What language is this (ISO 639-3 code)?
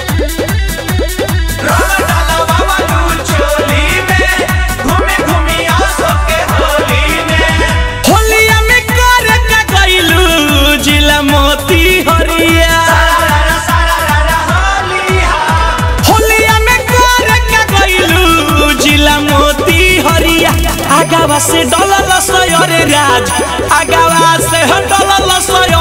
bho